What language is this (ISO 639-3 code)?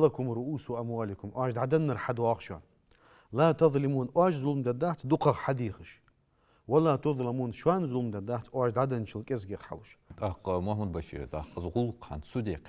inh